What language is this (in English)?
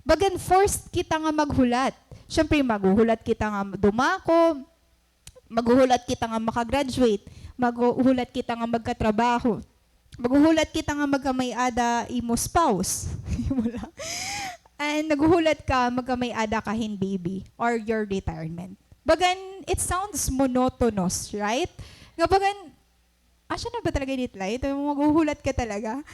Waray